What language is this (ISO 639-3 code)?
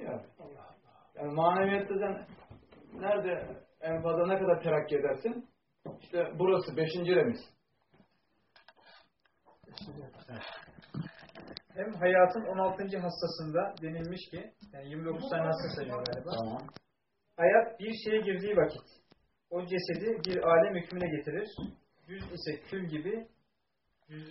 tur